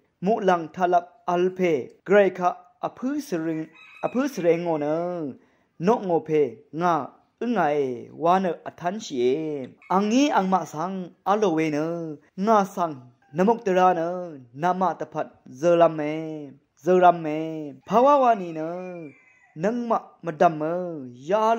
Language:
Rawang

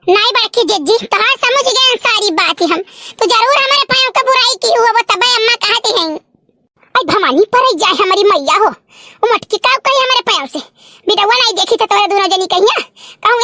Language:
Awadhi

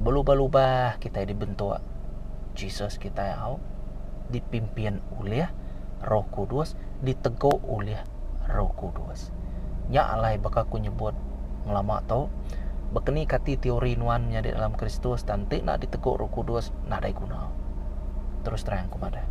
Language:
Iban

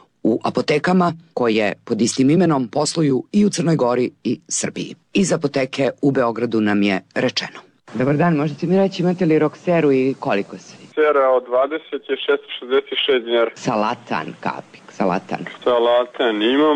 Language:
Serbian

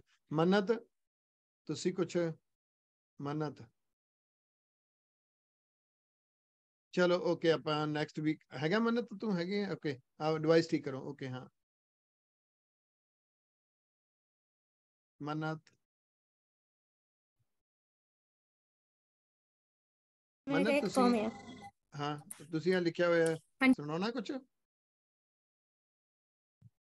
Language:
Punjabi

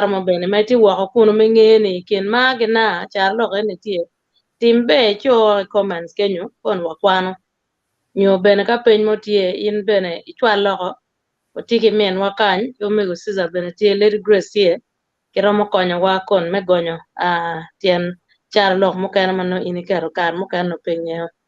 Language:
Acoli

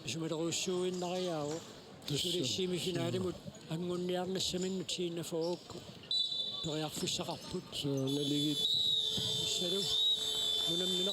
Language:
Kalaallisut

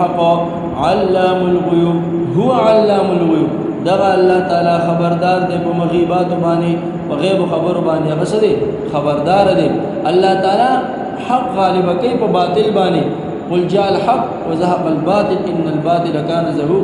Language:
Pashto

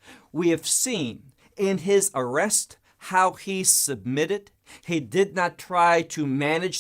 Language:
English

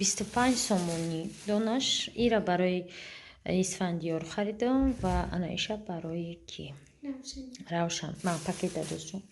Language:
Tajik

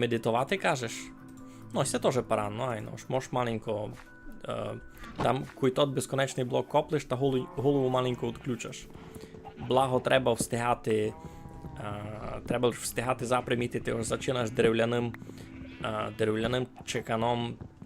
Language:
Rusyn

